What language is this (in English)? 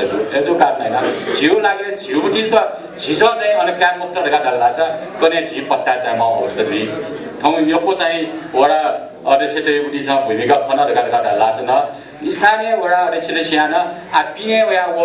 Newari